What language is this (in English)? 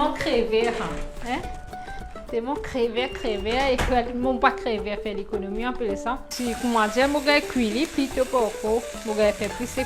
Morisyen